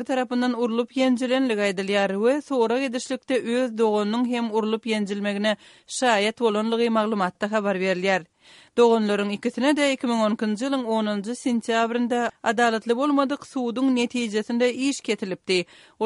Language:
Turkmen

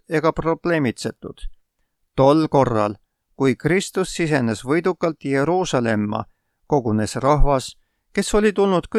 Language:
Estonian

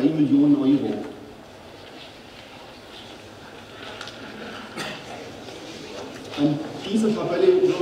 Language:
German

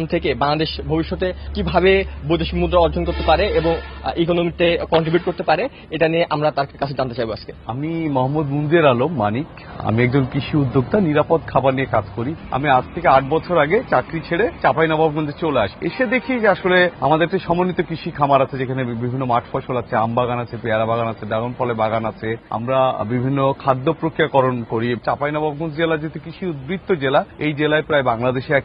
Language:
Bangla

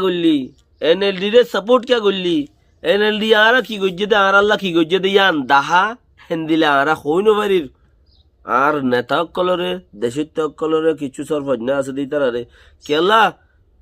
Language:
Rohingya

